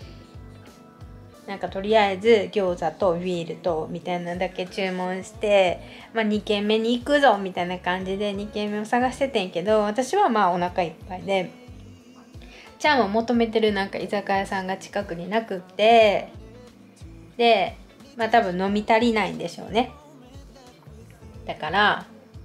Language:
Japanese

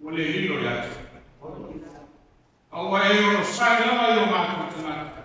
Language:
Samoan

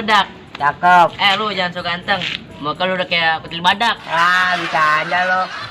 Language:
Betawi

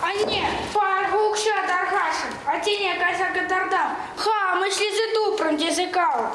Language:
Chuvash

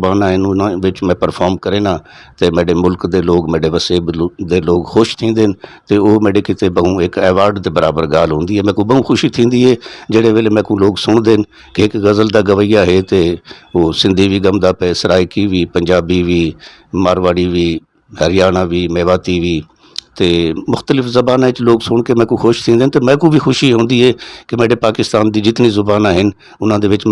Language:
Saraiki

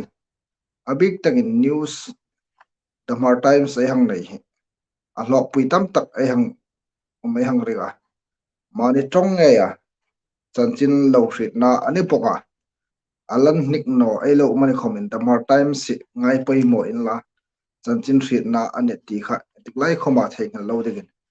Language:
Hmar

